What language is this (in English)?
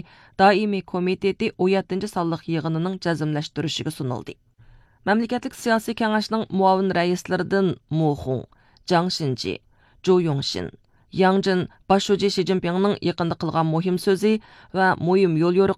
Uyghur